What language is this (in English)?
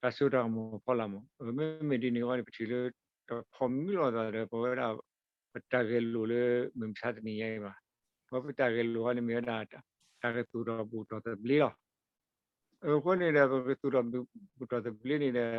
S'gaw Karen